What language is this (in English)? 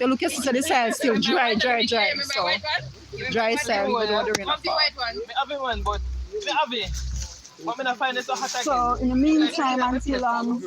Jamaican Creole English